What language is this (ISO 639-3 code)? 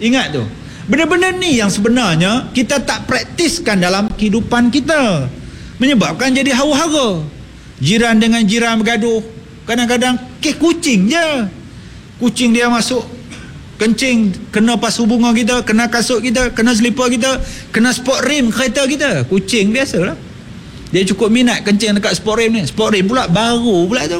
msa